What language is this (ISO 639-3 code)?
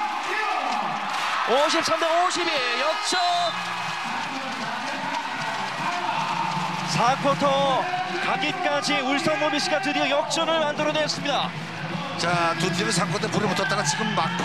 kor